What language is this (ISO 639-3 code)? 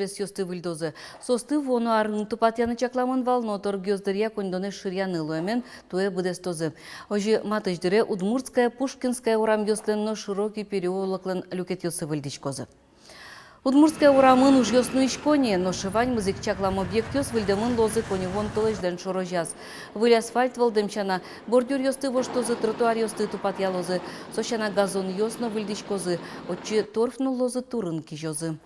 udm